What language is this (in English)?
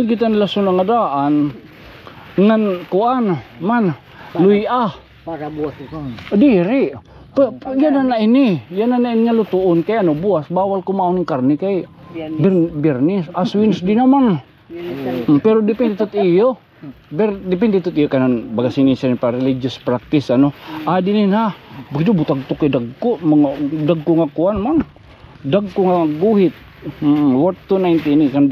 Waray